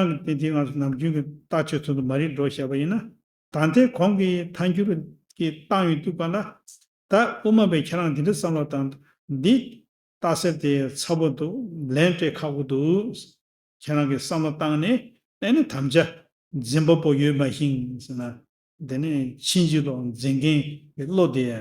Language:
Tibetan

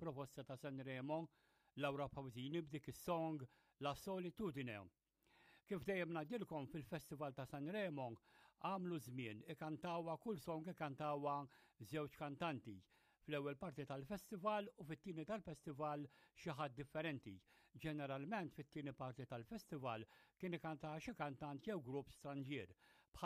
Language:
Maltese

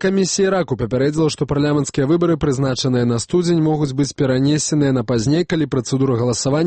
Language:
Belarusian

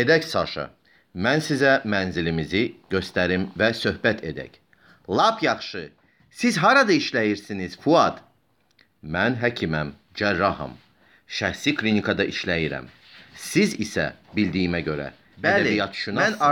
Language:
Azerbaijani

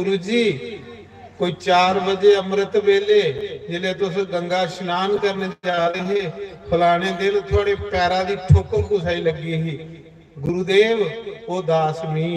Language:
Dogri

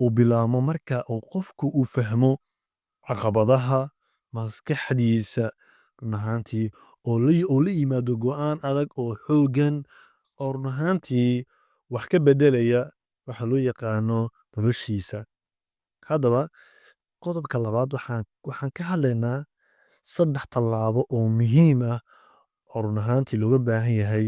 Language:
Somali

